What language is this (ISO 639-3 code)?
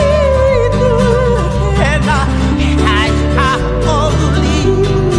haw